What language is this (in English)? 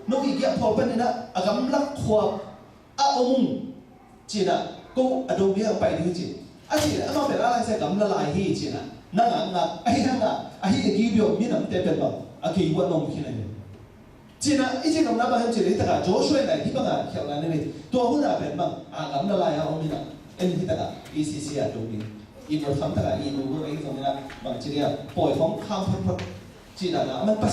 Tedim Chin